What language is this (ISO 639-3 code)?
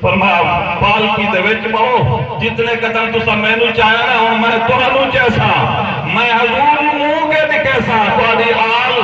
skr